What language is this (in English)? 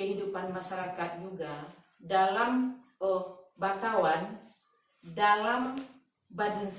Minangkabau